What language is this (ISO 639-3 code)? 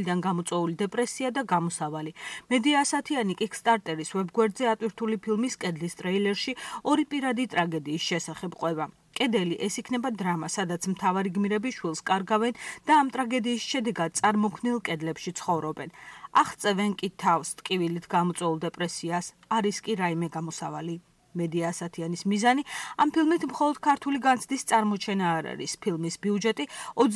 kat